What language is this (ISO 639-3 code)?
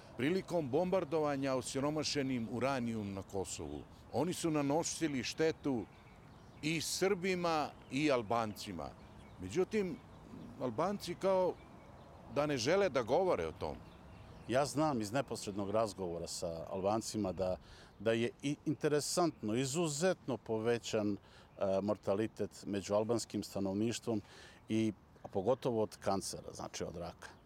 srp